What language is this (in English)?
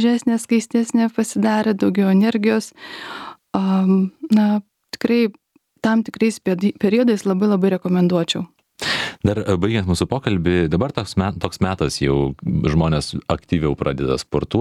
Lithuanian